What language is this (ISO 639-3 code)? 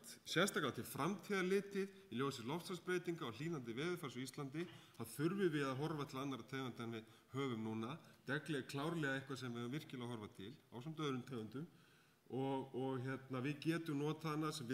isl